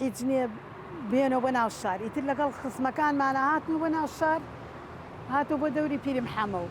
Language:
Central Kurdish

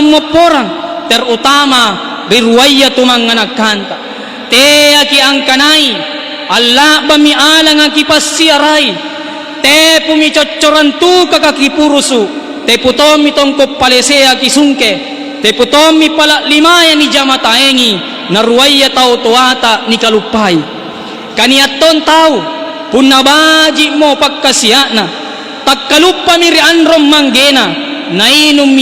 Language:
Makasar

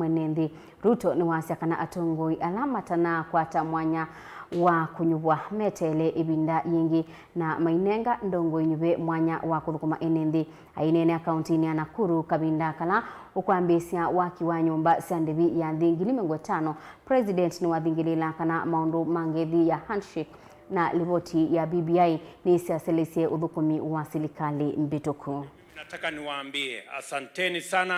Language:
Kamba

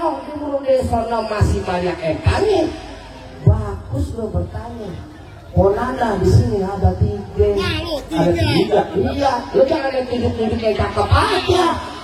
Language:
Betawi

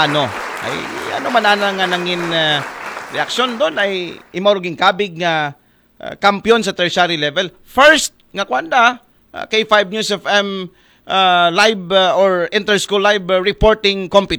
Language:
Aklanon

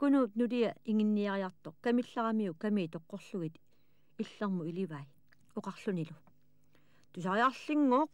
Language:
Kalaallisut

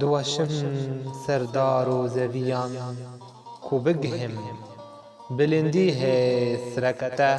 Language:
Kurdish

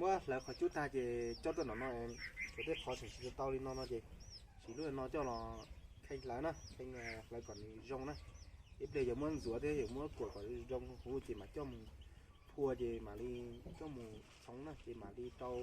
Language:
Hmong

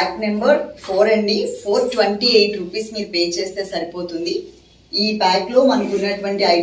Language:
Telugu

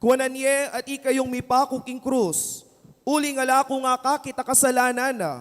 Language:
Pampanga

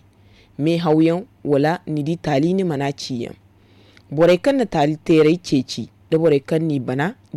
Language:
Zarma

